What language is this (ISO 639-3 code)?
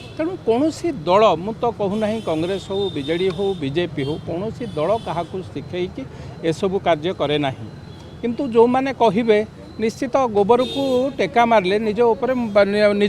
ori